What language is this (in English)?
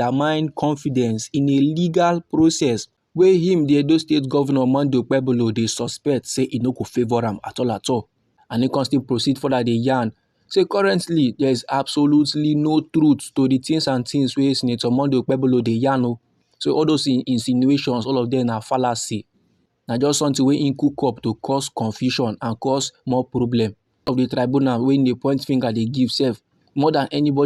Nigerian Pidgin